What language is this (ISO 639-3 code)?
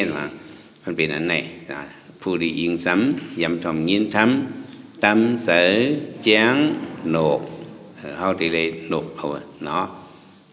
shn